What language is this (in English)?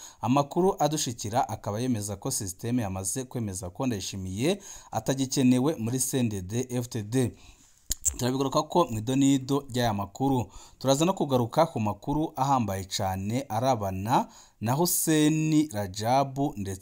Rundi